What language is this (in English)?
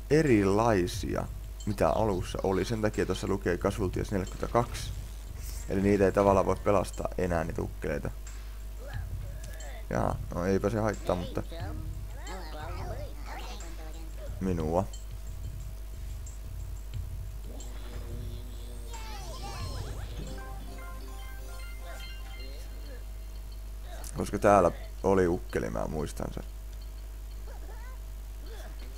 Finnish